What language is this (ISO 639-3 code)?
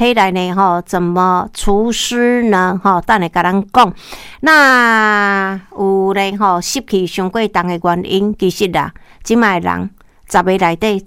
nan